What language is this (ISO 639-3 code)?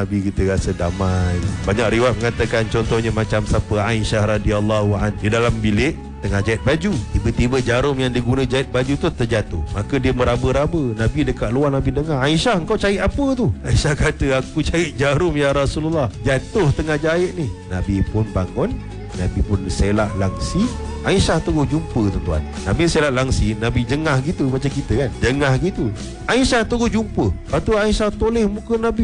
msa